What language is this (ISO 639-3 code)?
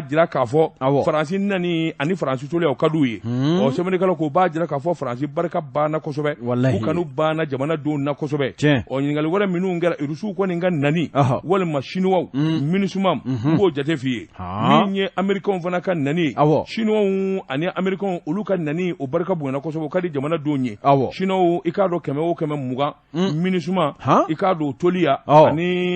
bam